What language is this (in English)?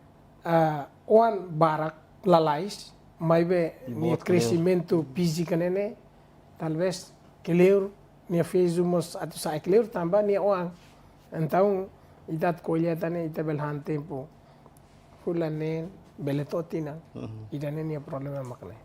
Tetum